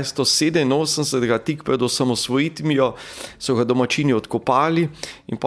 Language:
Slovenian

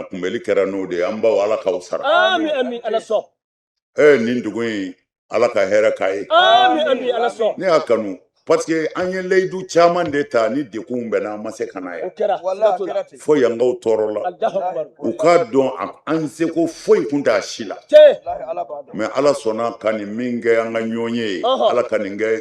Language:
Bambara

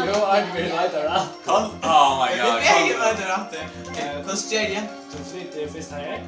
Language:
Faroese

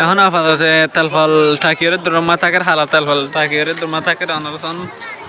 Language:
Rohingya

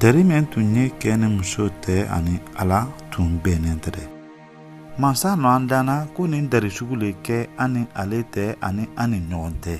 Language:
Mandingo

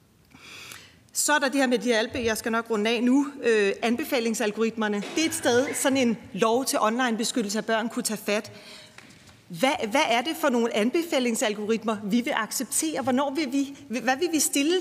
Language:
Danish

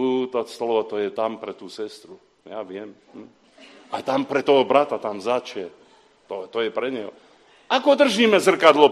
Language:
Slovak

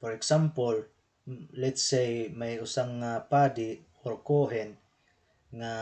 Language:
Waray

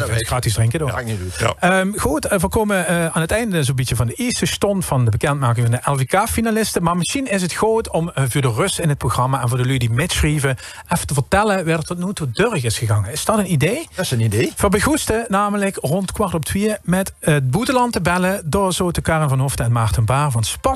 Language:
Limburgish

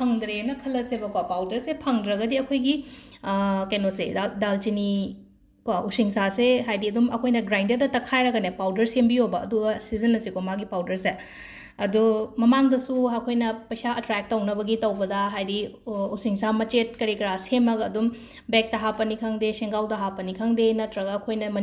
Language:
Manipuri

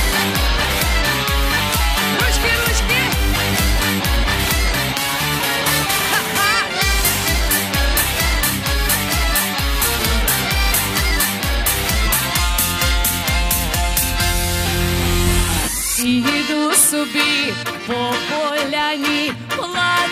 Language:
Ukrainian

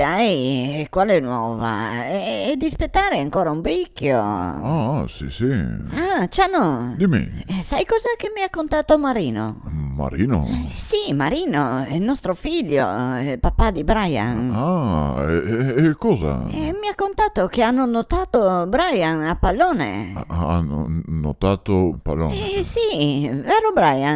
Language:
Venetian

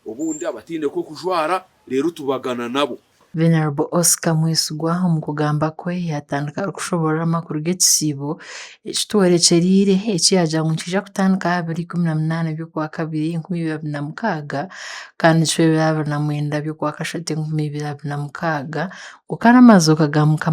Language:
Nyankole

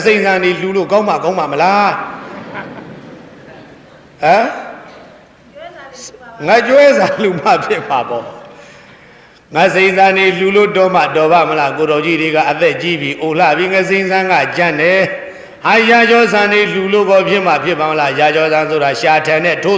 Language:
Burmese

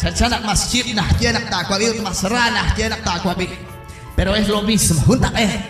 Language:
Kekchí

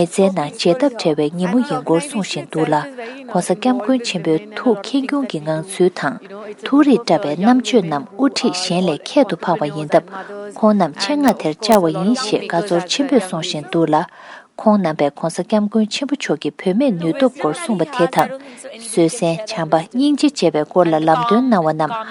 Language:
Tibetan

